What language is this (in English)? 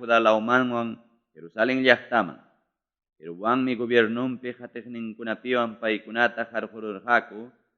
Ayacucho Quechua